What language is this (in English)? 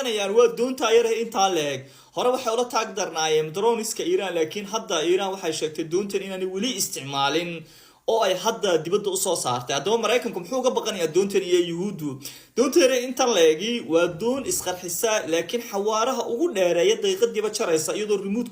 Somali